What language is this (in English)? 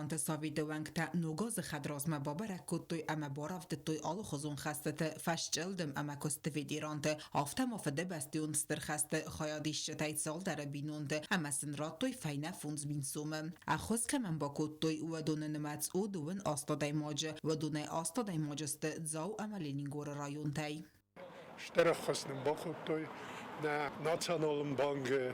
Ossetic